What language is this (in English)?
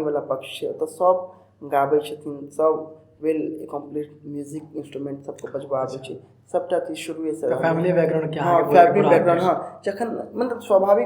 Maithili